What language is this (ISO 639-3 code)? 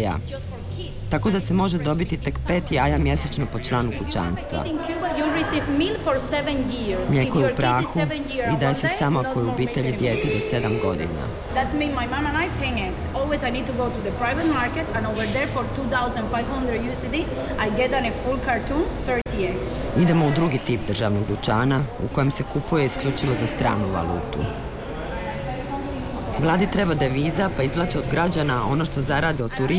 hrv